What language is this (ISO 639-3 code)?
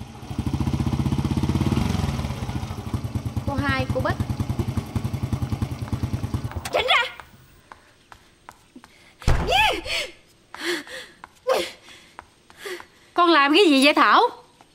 vie